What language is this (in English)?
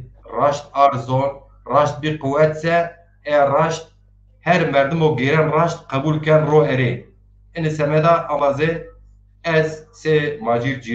Zaza